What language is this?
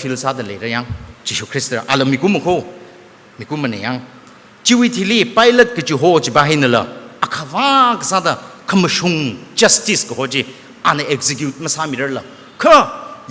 Tangkhul Naga (India)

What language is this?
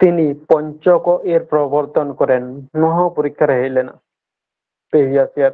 Santali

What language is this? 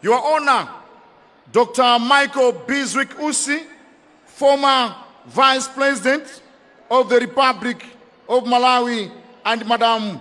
Nyanja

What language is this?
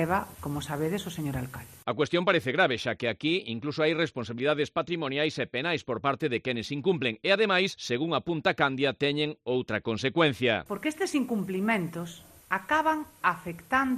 Galician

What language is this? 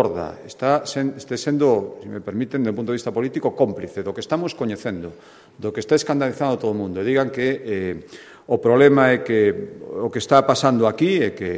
Galician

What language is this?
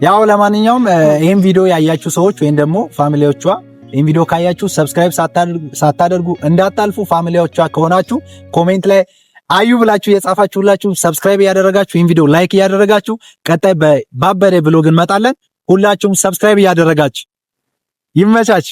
Amharic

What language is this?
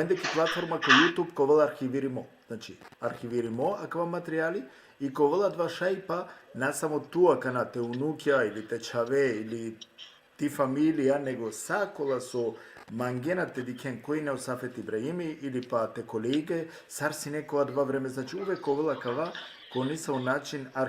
Balkan Romani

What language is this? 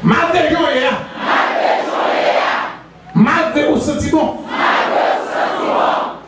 Haitian Creole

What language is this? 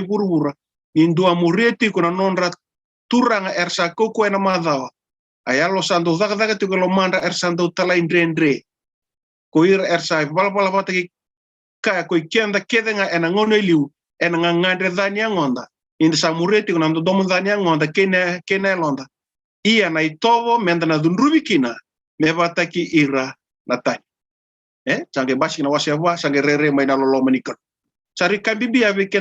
Fijian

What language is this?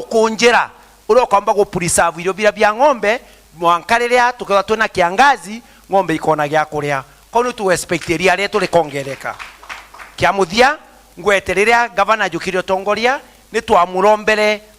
Meru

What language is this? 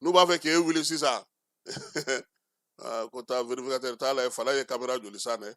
Bambara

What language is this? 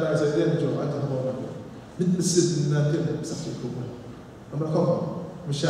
Kachin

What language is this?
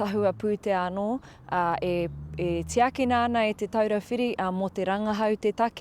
Māori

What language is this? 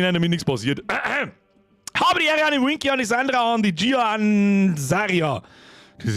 Bavarian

